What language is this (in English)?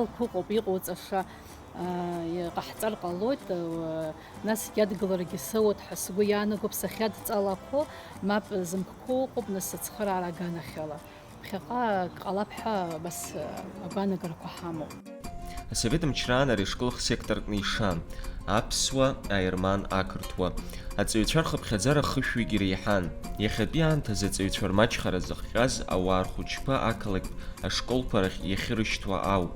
Abkhazian